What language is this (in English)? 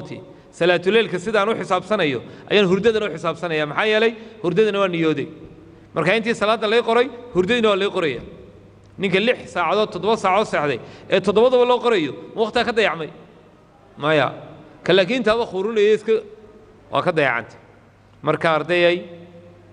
Somali